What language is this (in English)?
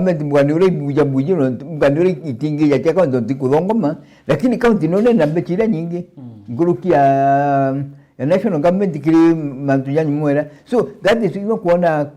Meru